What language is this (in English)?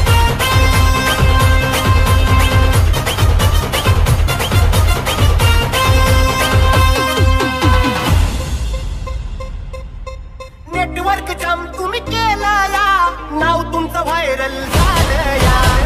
Marathi